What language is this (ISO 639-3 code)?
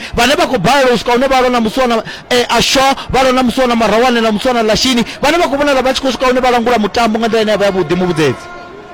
ven